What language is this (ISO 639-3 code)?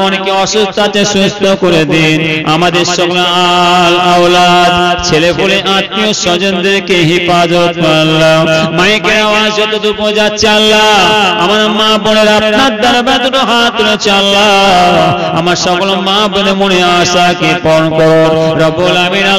ben